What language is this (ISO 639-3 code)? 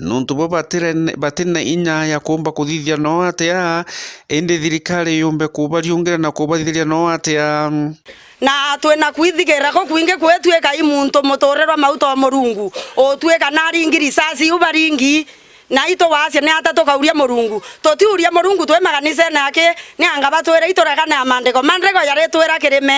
mer